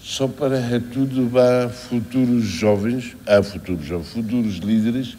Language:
Tetum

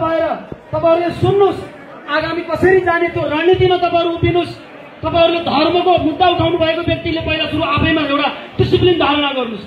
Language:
Nepali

